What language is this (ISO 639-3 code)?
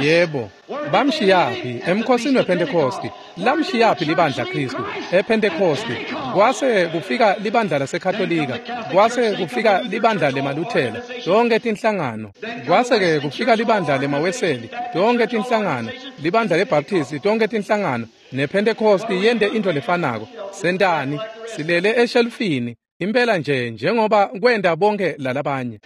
ssw